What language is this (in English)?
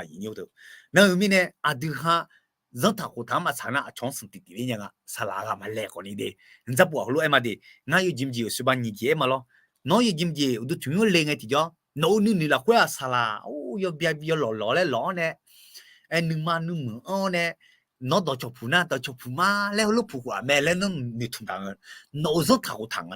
Akha